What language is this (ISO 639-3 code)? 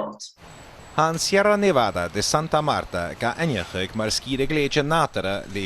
gla